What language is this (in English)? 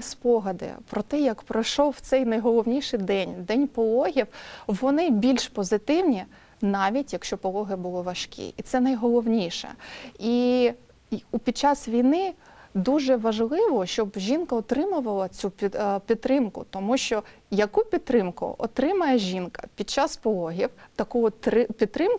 Ukrainian